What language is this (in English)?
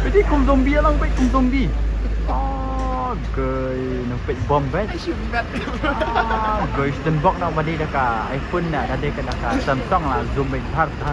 Khasi